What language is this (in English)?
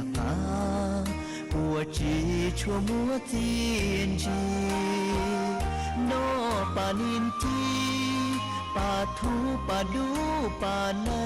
Hmong